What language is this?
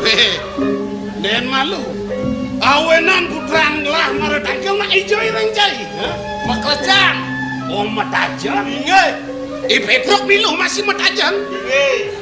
Balinese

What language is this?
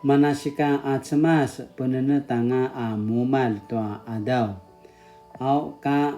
Paiwan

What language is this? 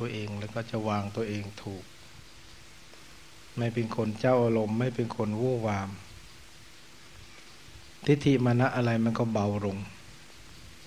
Thai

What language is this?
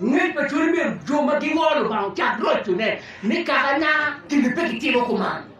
Acoli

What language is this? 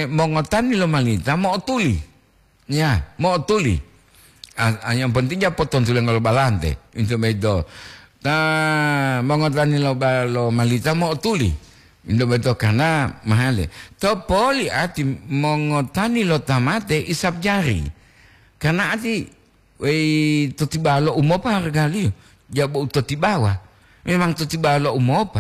Gorontalo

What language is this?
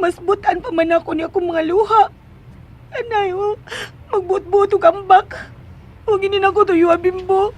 Cebuano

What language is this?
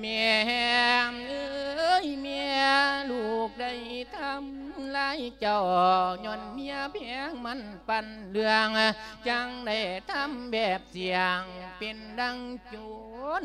Lao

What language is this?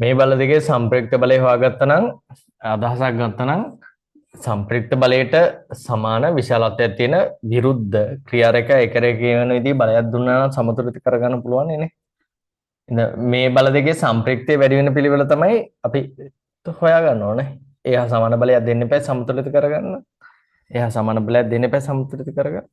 Sinhala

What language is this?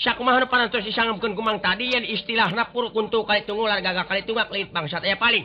Sundanese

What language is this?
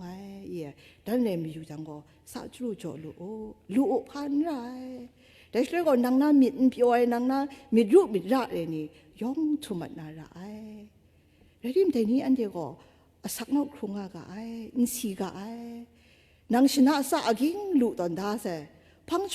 Kachin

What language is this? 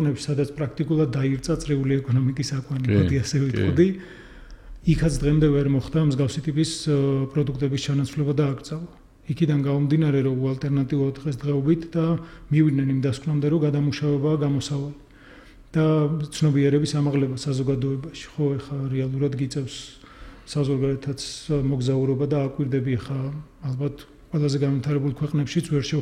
Georgian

